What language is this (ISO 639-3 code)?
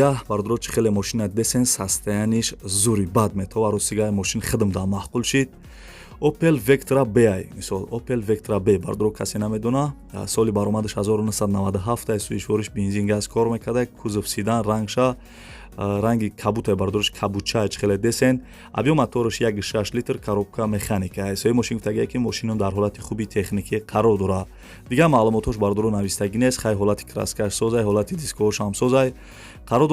tgk